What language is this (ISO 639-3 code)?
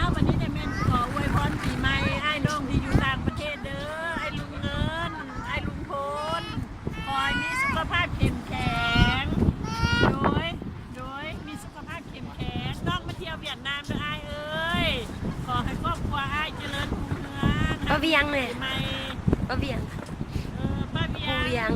lao